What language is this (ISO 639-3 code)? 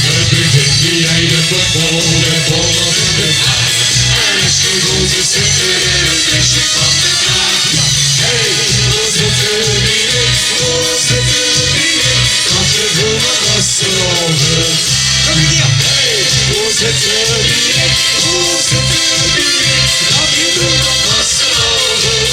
lim